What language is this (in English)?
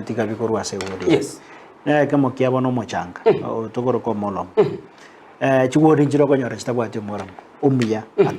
Gusii